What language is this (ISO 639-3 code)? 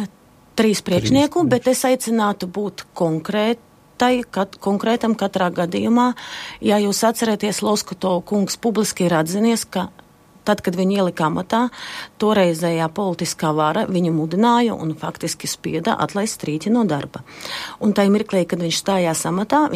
lav